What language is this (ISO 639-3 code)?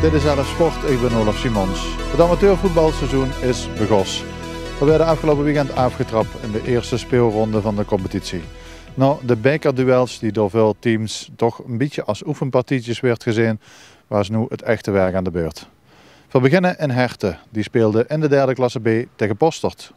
lim